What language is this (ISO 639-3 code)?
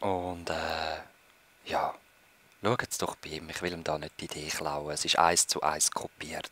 gsw